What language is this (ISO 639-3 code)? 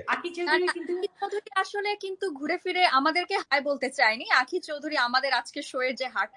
ben